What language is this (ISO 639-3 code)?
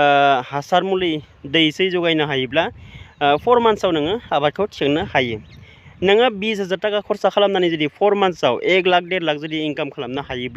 brx